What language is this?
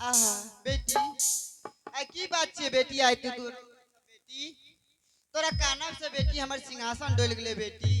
Angika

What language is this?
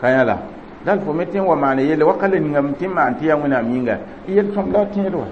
Mossi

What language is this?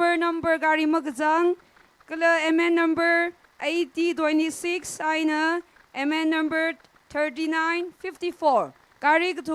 Tangkhul Naga (India)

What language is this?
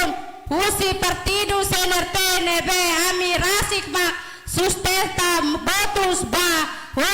Tetum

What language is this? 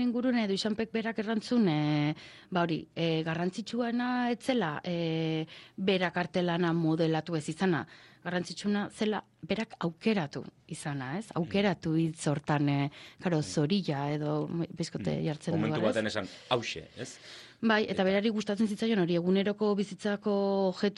Basque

